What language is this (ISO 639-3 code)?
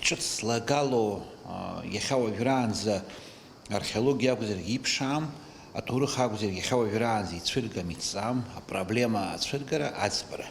abk